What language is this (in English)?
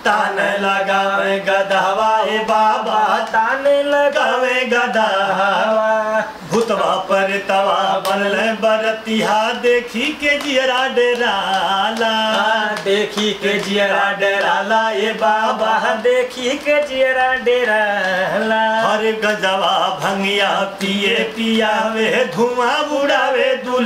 Bhojpuri